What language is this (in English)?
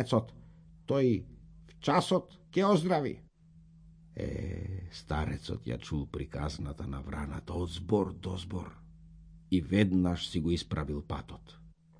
Macedonian